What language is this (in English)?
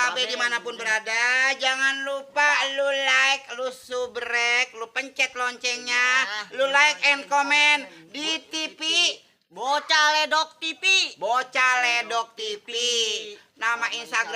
Betawi